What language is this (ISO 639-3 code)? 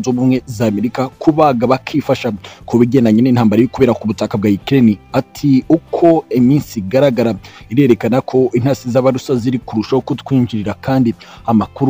kin